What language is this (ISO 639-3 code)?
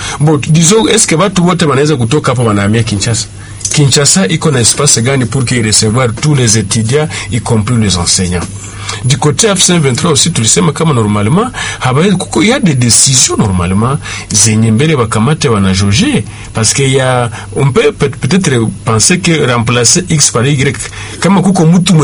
swa